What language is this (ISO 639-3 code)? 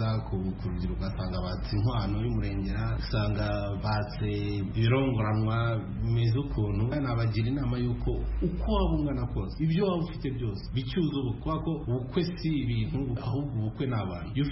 kin